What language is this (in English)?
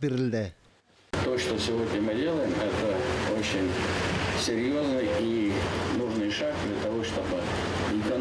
Tatar